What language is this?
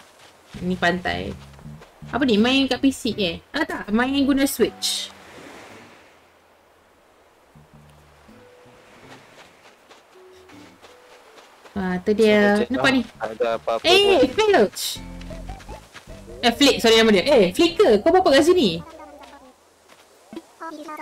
Malay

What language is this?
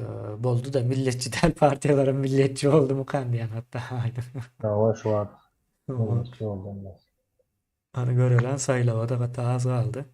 Turkmen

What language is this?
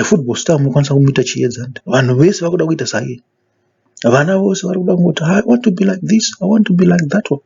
Shona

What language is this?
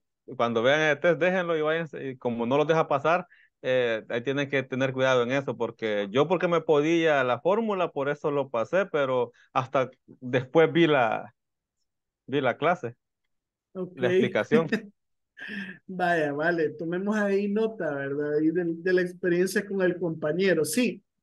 Spanish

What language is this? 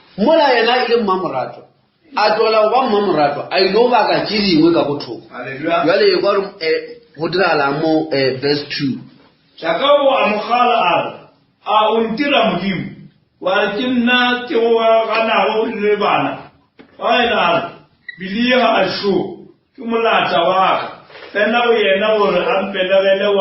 Northern Sotho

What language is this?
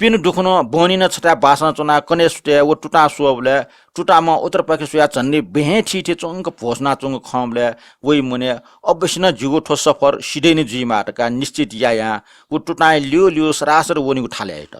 Newari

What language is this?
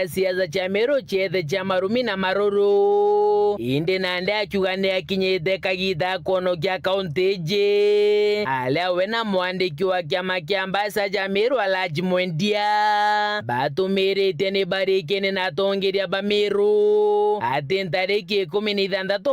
Meru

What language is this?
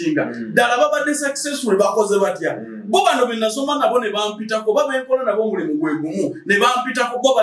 Ganda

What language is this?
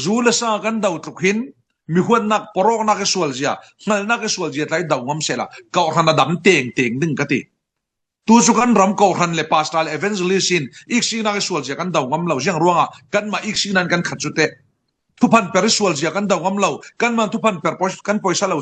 Falam Chin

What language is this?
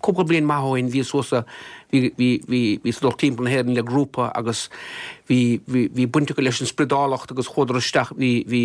Irish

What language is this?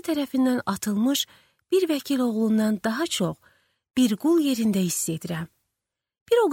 Azerbaijani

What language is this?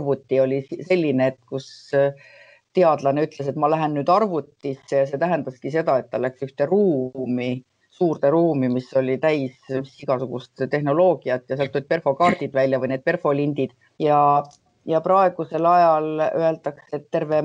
Estonian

